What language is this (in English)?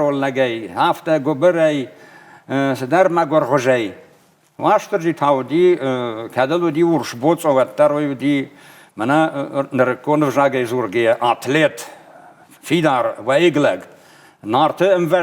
Ossetic